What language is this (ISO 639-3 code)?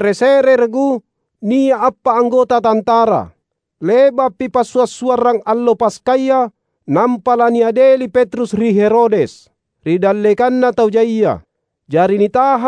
mak